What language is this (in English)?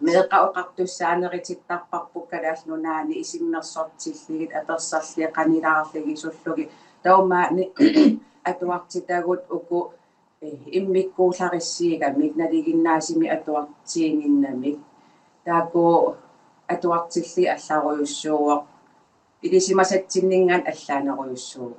Kalaallisut